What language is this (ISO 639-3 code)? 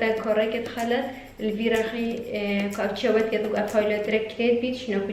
kur